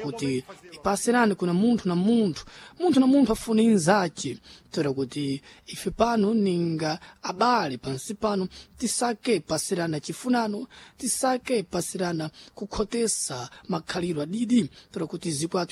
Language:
Sena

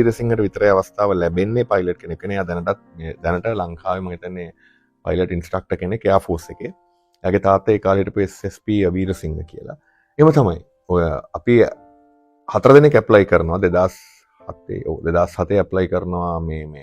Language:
Sinhala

